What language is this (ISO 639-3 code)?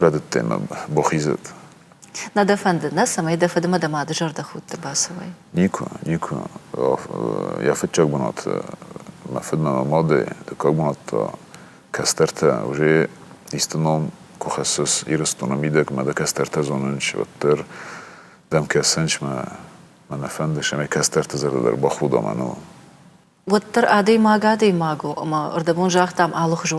oss